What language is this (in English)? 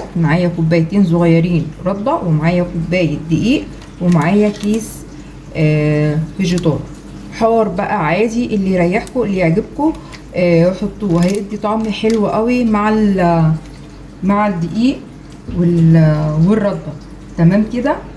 Egyptian Arabic